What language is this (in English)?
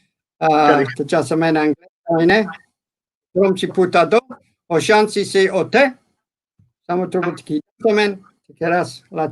Balkan Romani